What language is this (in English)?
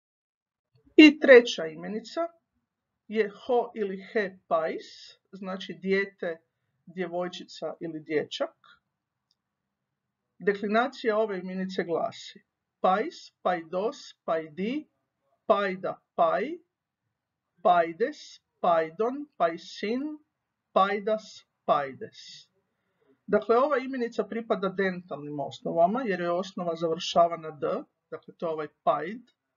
Croatian